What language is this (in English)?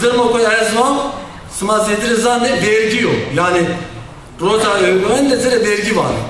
Zaza